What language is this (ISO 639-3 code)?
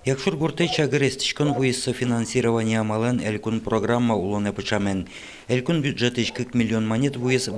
udm